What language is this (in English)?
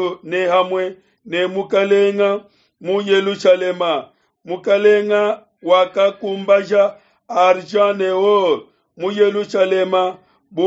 Luba-Lulua